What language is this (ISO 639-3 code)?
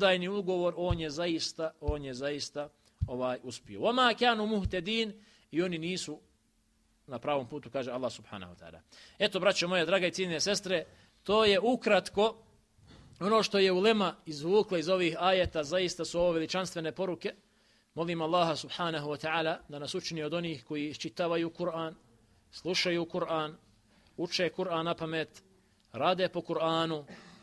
bos